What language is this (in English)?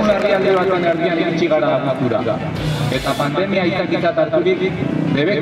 Basque